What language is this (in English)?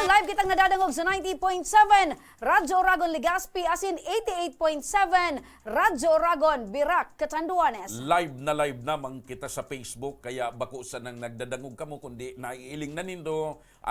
Bikol